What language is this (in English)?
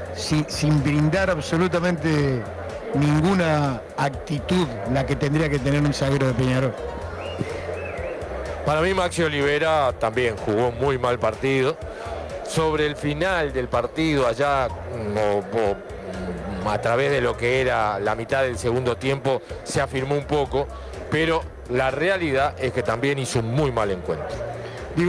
Spanish